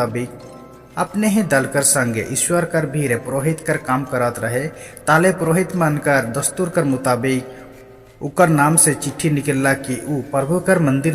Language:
Sadri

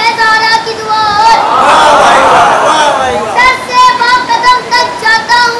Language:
Urdu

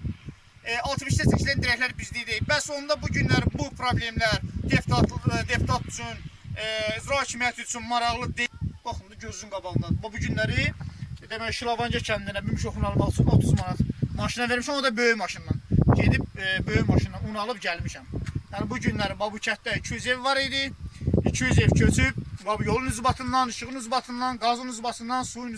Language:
Azerbaijani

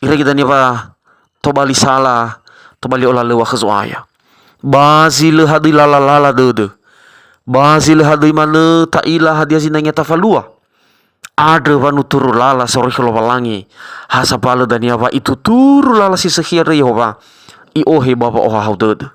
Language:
Nias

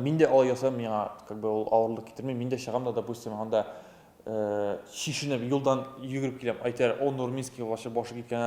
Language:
Tatar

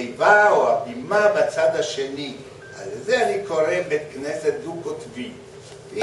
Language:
Hebrew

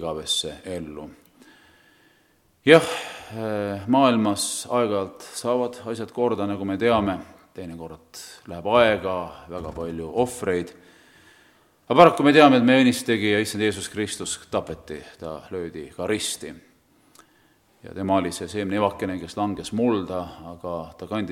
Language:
Estonian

